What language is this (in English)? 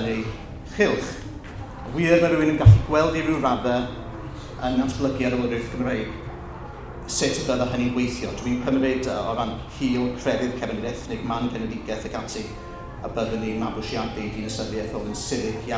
Welsh